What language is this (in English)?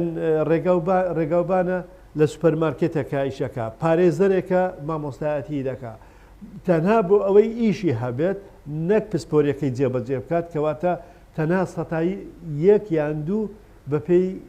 Central Kurdish